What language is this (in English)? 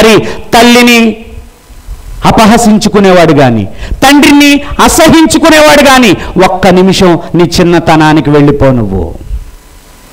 Telugu